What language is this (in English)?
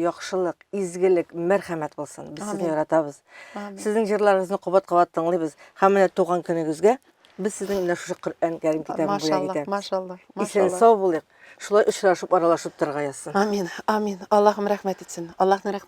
Tatar